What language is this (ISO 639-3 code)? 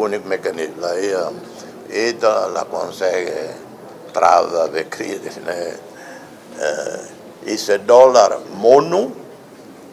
tet